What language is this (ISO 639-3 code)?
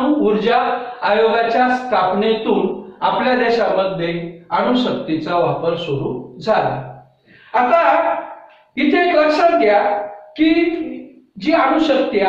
mar